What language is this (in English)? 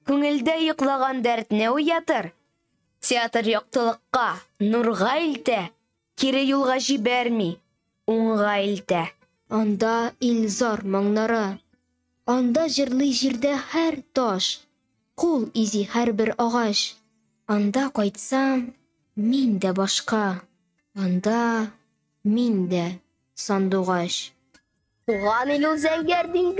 Tatar